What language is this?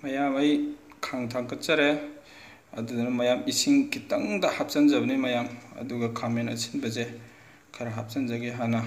Manipuri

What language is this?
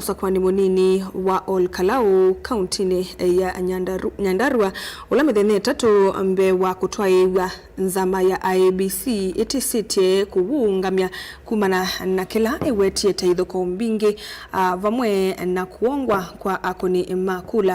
Kamba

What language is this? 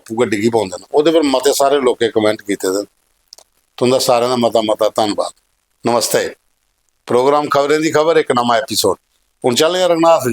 Dogri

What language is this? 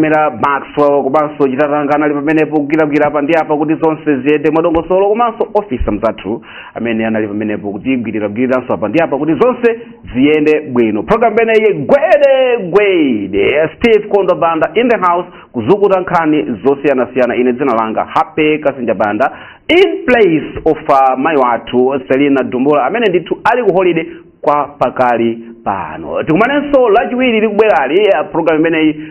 Nyanja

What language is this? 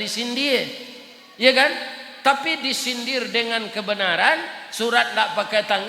Minangkabau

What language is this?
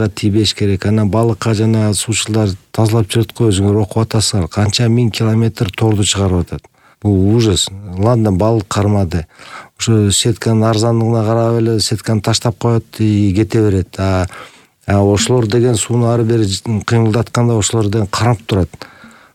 Kyrgyz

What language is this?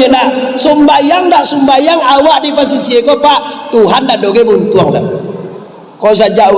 Minangkabau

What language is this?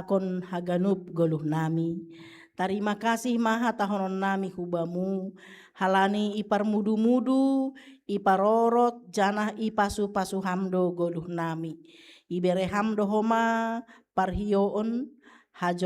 Batak Simalungun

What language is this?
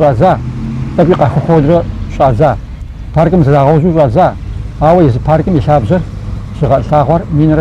Kabardian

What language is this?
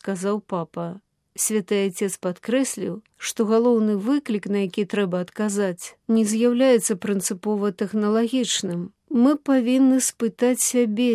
Belarusian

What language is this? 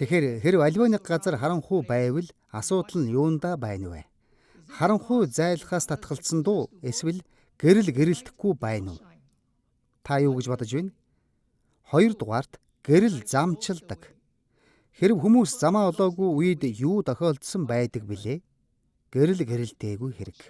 Mongolian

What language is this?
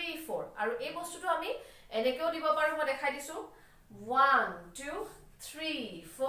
Assamese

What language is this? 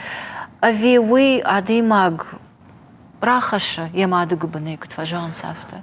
Ossetic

